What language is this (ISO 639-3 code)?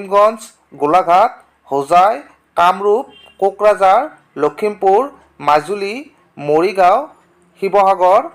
asm